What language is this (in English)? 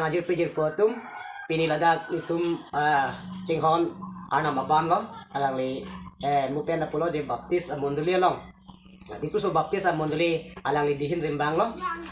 Karbi